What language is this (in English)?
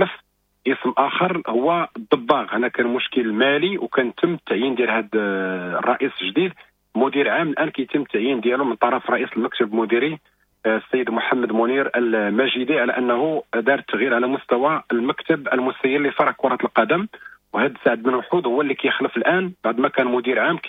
Moroccan Arabic